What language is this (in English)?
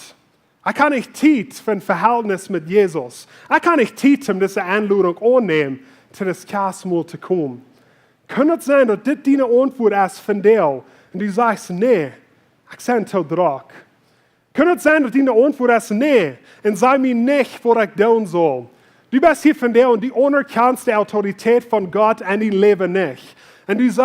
Plautdietsch